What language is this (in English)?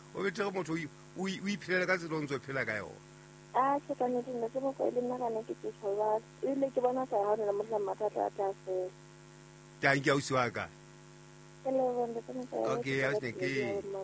Southern Sotho